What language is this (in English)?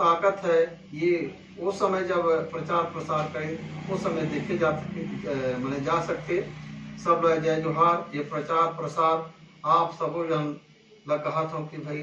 Chhattisgarhi